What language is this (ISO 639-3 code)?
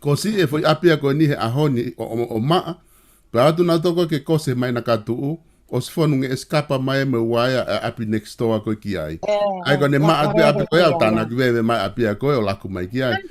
ton